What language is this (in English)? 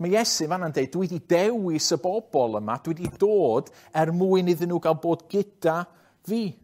Welsh